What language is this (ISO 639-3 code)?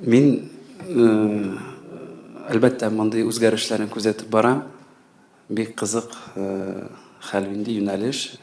tat